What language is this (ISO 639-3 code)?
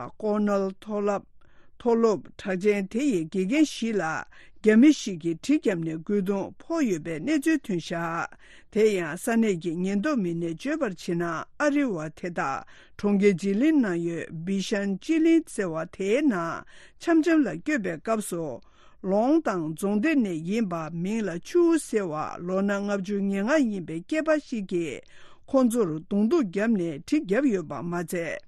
bod